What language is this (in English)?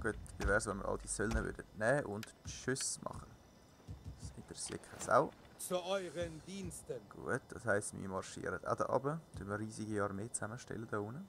Swiss German